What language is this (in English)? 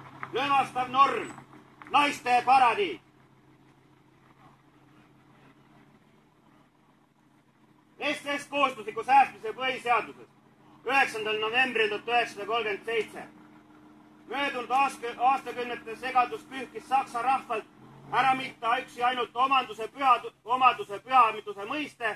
Estonian